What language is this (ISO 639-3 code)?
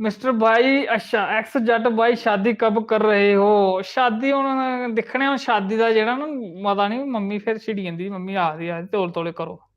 doi